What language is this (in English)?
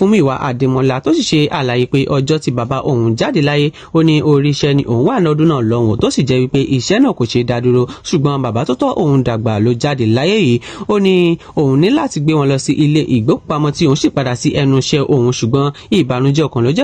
Yoruba